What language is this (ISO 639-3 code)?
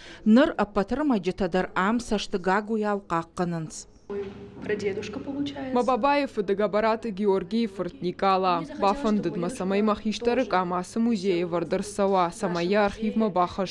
oss